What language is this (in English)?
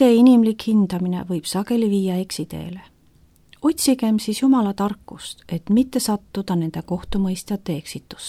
Estonian